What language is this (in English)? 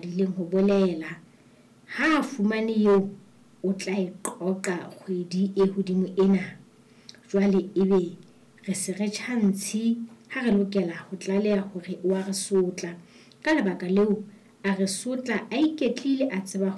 Southern Sotho